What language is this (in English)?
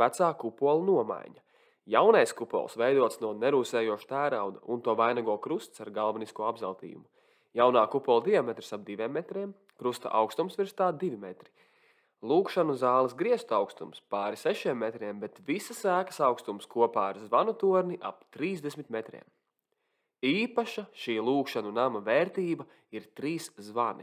Latvian